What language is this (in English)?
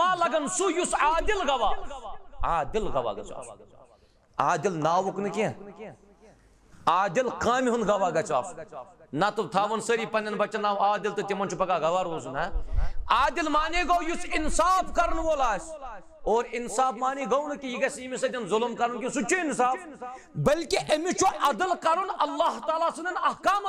Kashmiri